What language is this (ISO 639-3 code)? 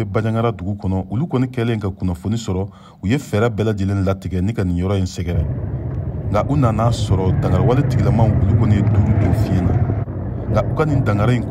bam